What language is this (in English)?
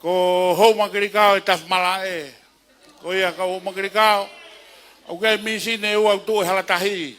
Tongan